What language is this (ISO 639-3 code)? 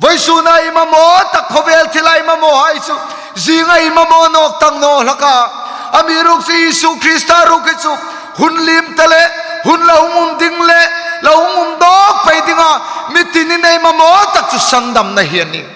hmr